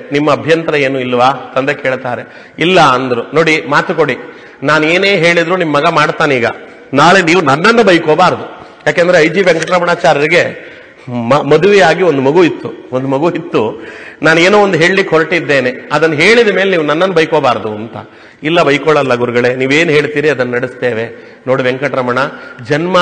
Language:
Kannada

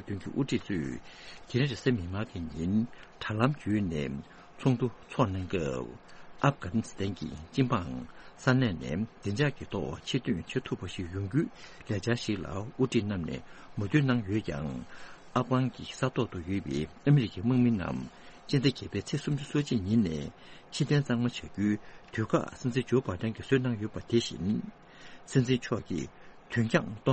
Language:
Tibetan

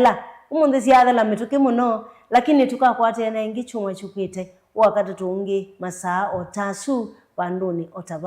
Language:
Kamba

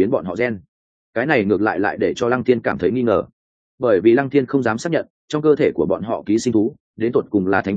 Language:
Vietnamese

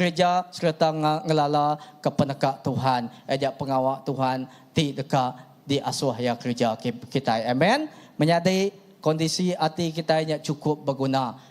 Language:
Iban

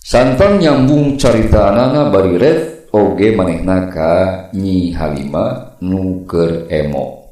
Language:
Sundanese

